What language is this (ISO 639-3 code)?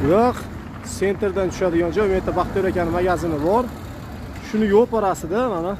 uzb